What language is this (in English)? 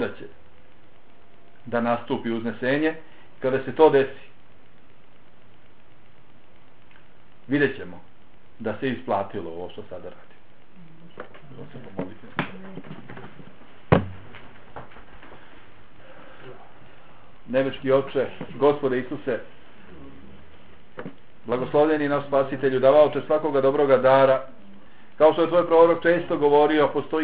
Bosnian